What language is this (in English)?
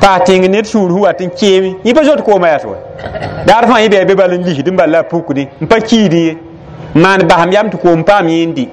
Mossi